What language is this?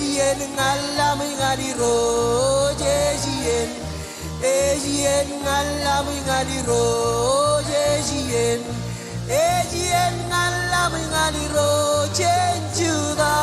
Marshallese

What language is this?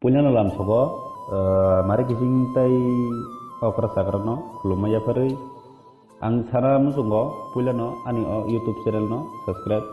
Kok Borok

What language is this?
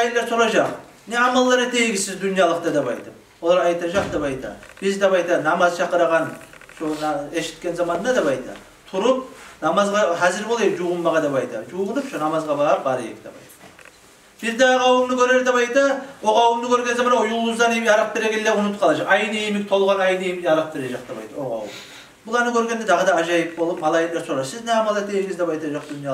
Kumyk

